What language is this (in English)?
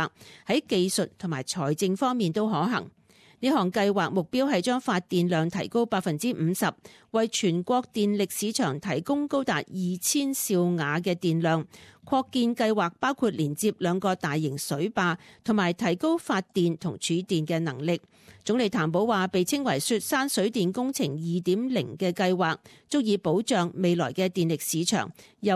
Cantonese